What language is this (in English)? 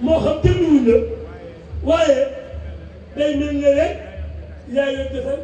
Wolof